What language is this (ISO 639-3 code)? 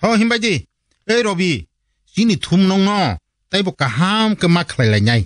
trp